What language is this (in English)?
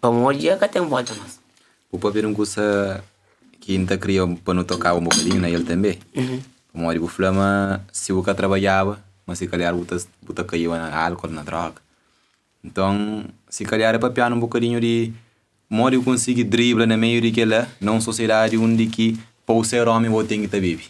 Kabuverdianu